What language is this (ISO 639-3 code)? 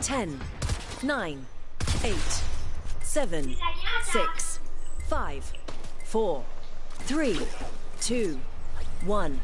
mfe